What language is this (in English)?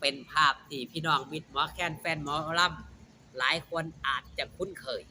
Northeastern Thai